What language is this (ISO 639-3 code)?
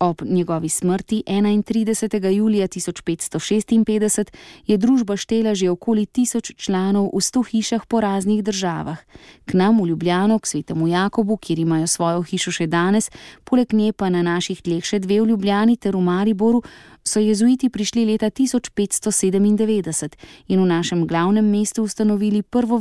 slv